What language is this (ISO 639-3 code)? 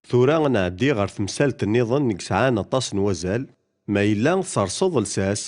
kab